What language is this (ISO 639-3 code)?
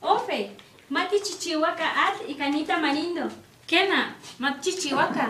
nhe